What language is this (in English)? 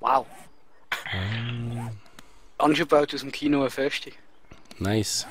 Swiss German